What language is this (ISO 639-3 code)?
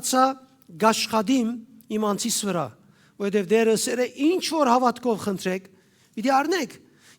hyw